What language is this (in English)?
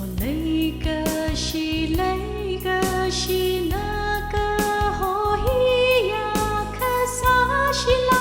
Tangkhul Naga (India)